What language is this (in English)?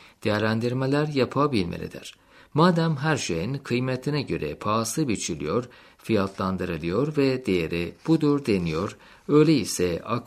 Turkish